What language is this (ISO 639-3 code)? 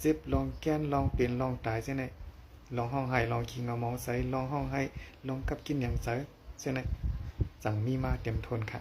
shn